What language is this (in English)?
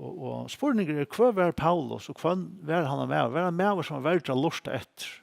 Faroese